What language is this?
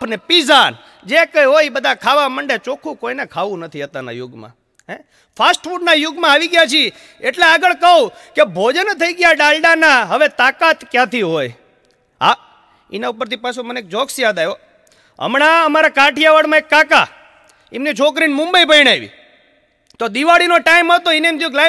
Gujarati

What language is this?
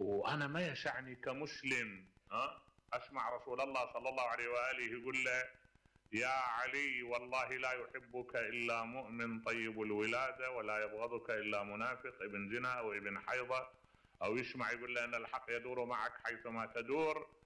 Mesopotamian Arabic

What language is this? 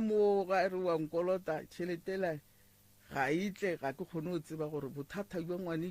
Northern Sotho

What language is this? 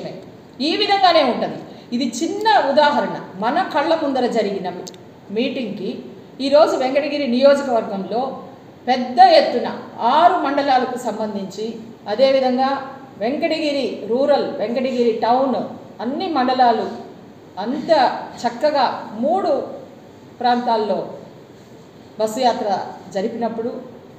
Telugu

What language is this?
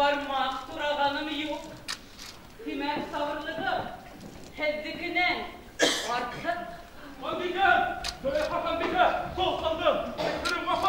Bashkir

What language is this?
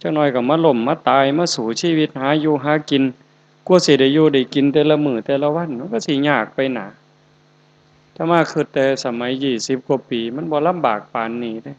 Northeastern Thai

